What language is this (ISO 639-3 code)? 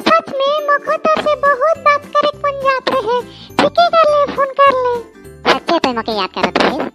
sck